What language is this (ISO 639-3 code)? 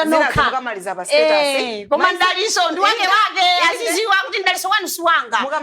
nya